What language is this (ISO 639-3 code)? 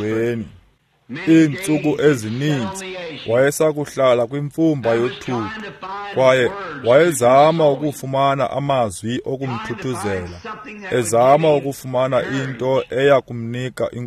xho